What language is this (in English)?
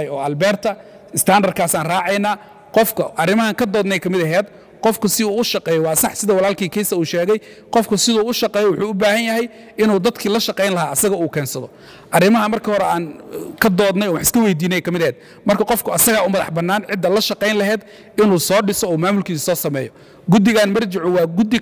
Somali